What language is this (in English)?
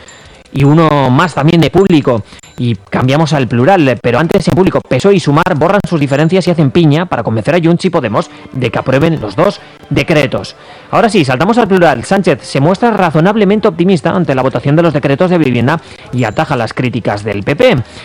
Spanish